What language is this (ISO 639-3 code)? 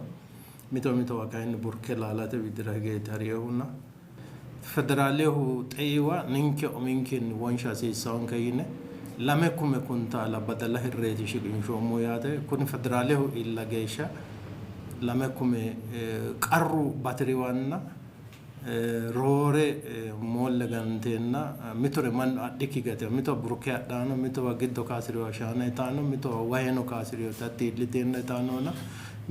sid